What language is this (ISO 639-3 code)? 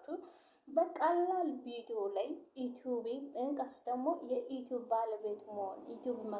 amh